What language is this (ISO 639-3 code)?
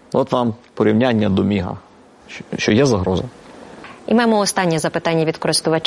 ukr